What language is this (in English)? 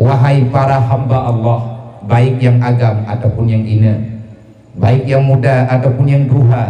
Achinese